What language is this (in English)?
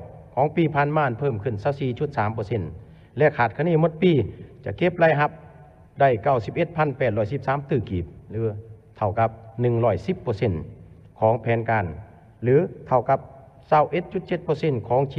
Lao